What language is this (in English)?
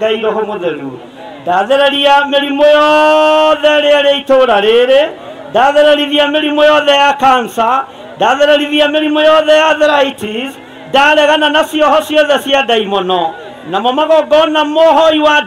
Kikuyu